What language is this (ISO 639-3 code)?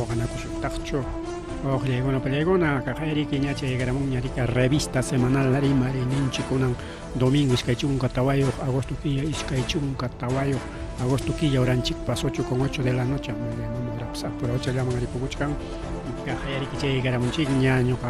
quy